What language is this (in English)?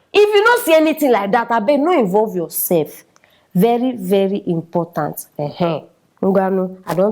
Nigerian Pidgin